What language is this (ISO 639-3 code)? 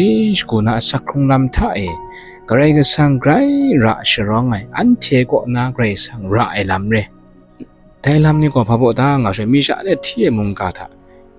kac